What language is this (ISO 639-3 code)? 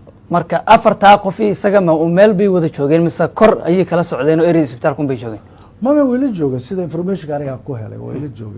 som